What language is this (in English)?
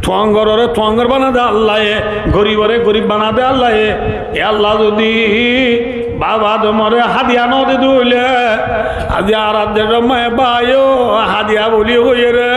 Rohingya